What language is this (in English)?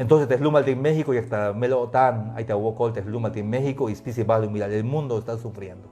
Tzeltal